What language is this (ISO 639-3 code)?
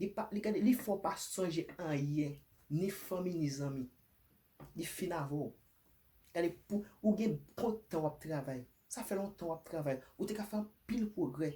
hat